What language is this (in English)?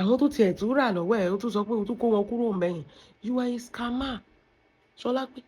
Yoruba